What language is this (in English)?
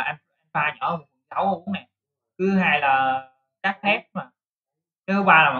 Vietnamese